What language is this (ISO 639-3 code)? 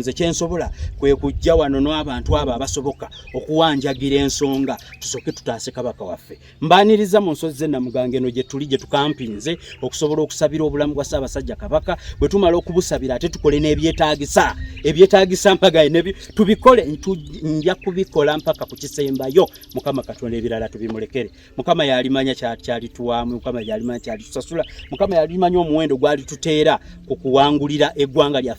lug